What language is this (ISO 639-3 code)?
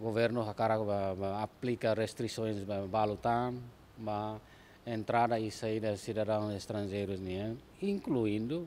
tet